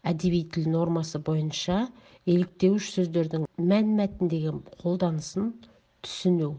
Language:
Kazakh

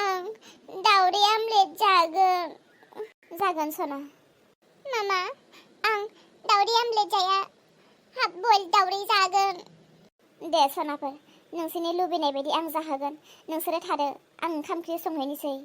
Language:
Bodo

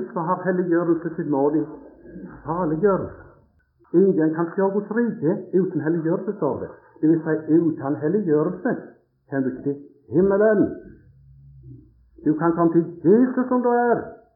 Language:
Norwegian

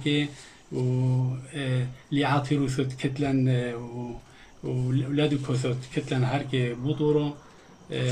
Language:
Turoyo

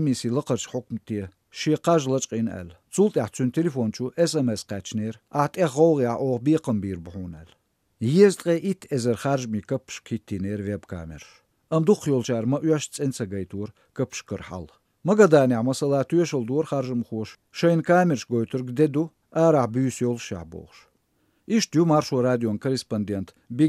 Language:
Chechen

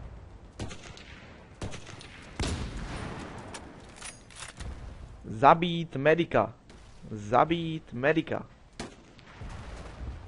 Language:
Czech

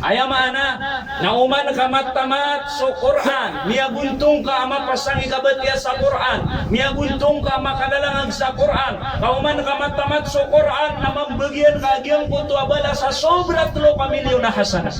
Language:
Maranao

